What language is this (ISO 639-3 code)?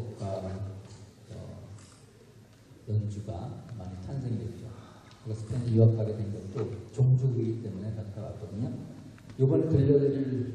kor